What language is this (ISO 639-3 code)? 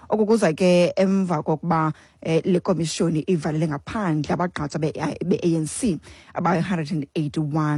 xho